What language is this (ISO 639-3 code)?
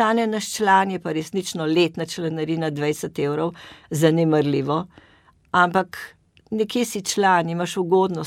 slv